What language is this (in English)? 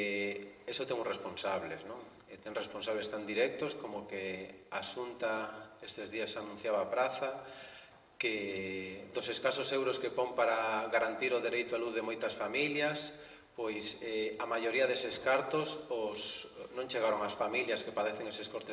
Galician